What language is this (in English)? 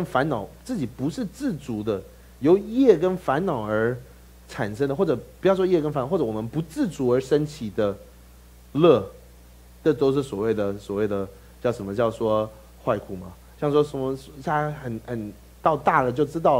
Chinese